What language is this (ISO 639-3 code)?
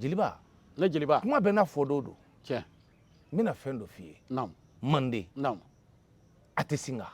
bam